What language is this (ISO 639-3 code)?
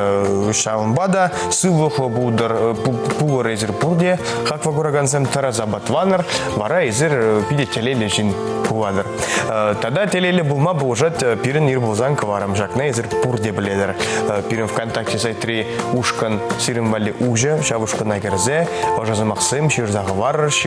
chv